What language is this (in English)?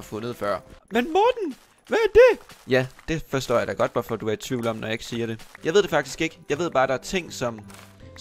Danish